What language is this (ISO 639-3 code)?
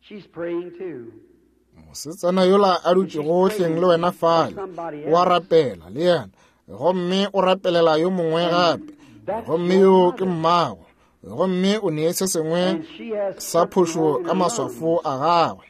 nso